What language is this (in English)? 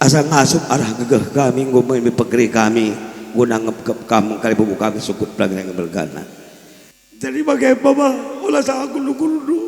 Batak Karo